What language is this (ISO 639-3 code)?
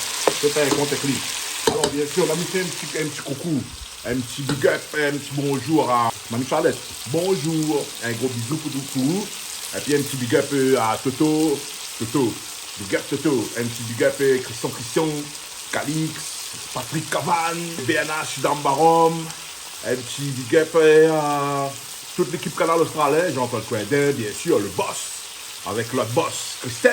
rcf